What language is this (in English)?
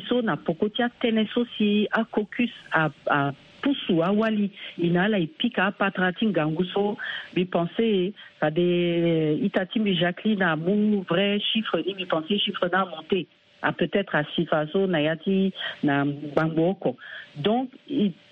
Sango